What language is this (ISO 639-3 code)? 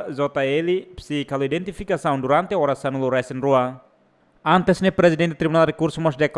tet